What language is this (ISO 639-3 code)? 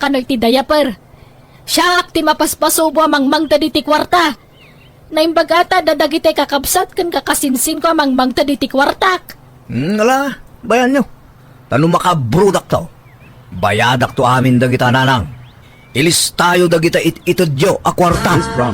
ilo